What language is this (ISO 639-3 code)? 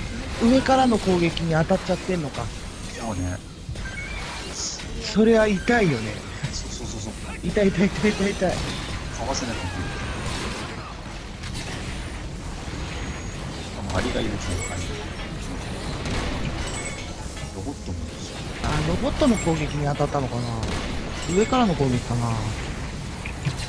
jpn